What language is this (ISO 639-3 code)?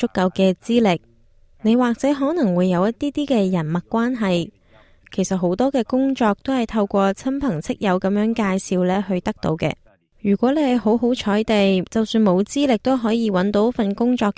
yue